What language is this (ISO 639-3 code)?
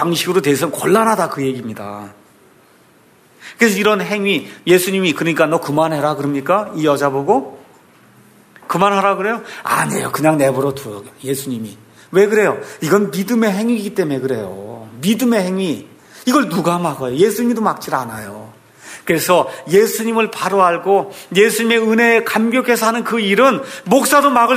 kor